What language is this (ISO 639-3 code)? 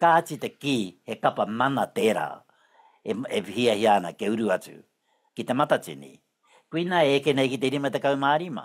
mri